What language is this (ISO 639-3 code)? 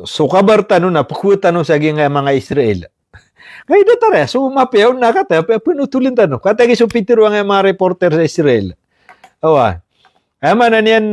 mrw